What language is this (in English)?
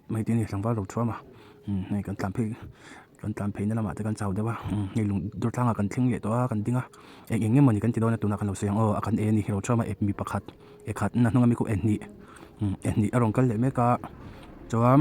Mizo